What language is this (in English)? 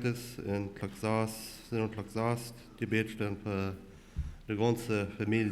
Plautdietsch